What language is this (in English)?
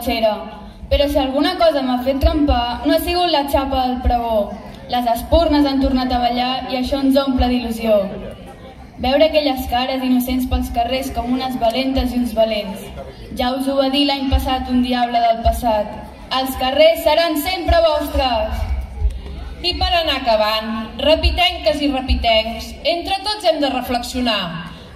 Catalan